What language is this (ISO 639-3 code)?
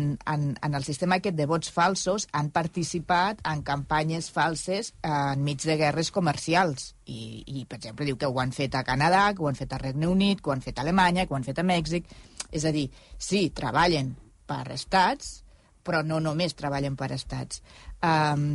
cat